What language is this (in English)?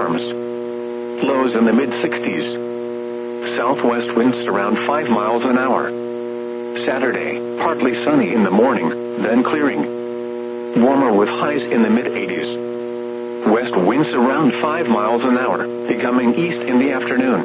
English